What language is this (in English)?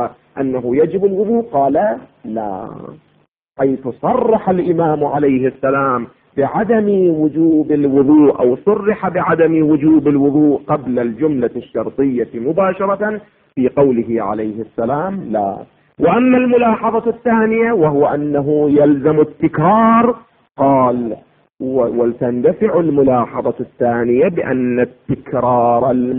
Arabic